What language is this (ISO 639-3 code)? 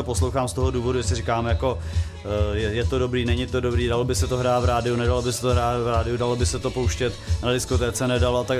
ces